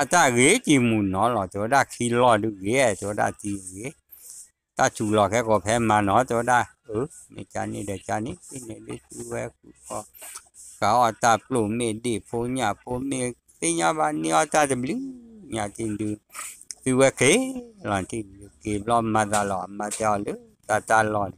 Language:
S'gaw Karen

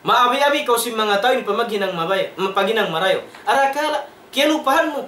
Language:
Tausug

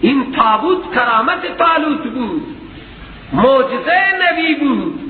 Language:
Persian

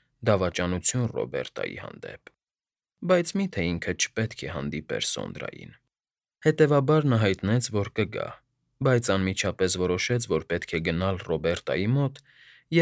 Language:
Armenian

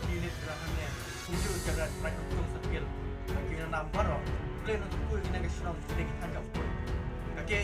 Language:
Khasi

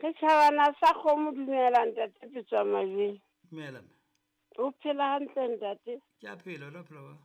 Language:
Southern Sotho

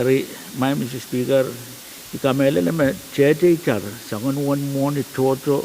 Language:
Pohnpeian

